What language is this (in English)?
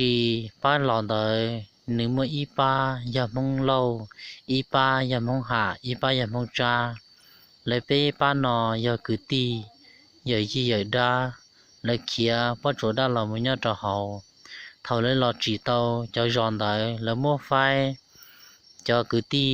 Hmong